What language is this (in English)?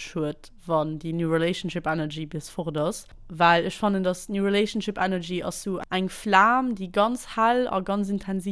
Luxembourgish